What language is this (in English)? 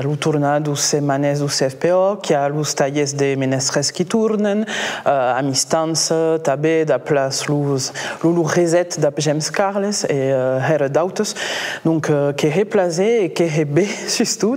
Occitan